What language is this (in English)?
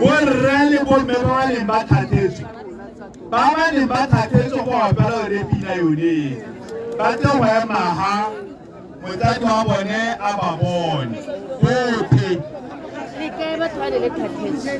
Tswana